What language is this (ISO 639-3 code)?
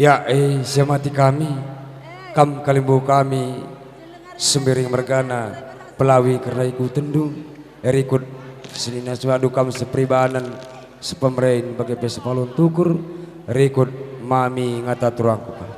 btx